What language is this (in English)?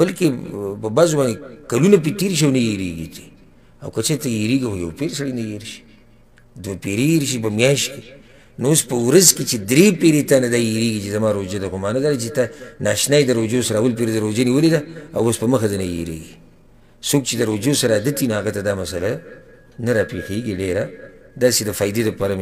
Pashto